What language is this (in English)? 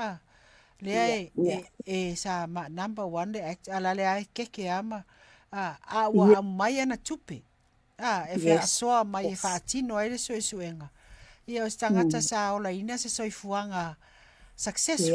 Samoan